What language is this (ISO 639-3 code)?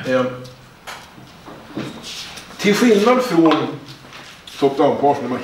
swe